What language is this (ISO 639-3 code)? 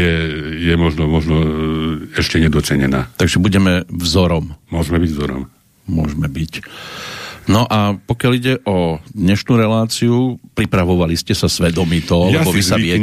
slk